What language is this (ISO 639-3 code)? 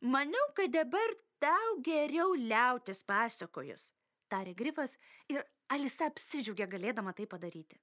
lit